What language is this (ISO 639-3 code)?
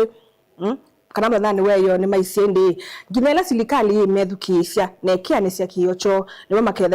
kam